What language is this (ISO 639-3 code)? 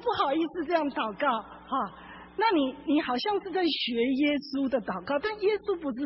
zho